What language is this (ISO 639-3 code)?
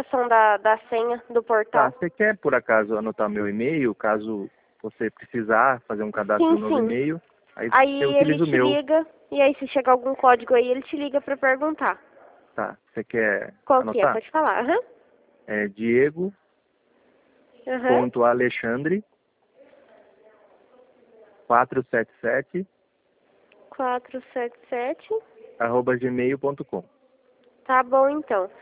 por